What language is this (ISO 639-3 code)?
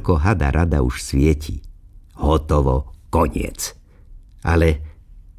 slk